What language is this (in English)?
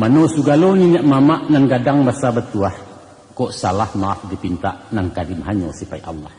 Minangkabau